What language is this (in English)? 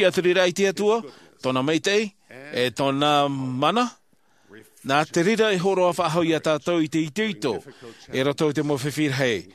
Tahitian